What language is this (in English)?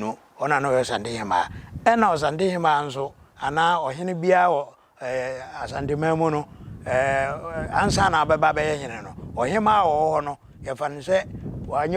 Akan